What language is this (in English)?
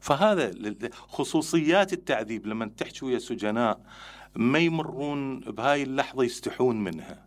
Mesopotamian Arabic